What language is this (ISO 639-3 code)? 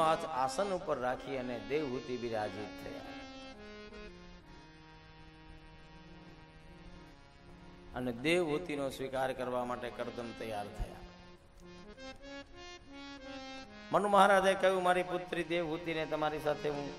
guj